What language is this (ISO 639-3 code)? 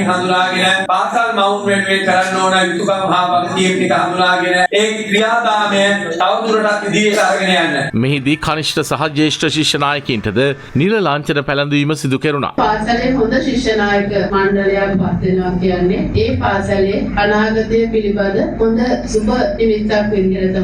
sin